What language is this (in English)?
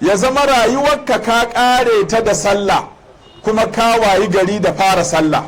Hausa